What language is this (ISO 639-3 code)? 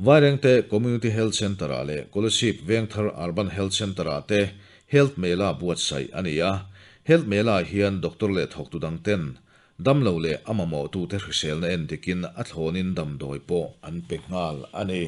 lus